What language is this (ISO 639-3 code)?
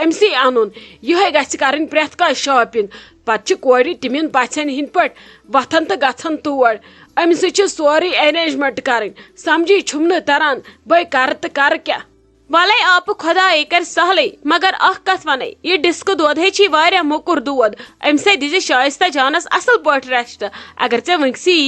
kas